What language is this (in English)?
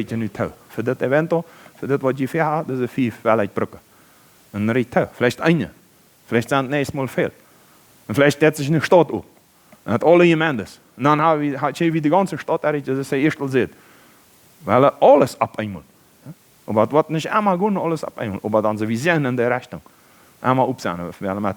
Plautdietsch